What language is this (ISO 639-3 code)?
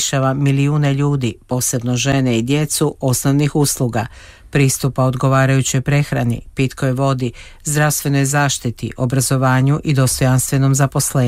hrv